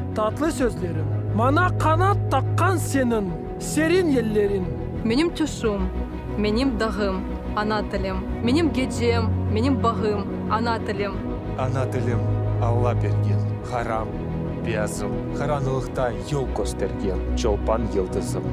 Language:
Crimean Tatar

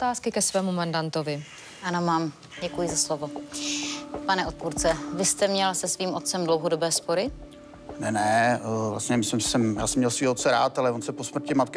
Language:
Czech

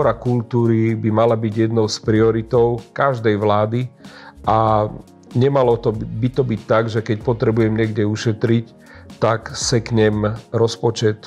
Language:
Slovak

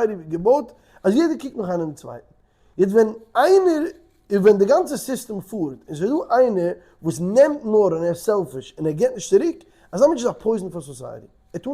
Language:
Yiddish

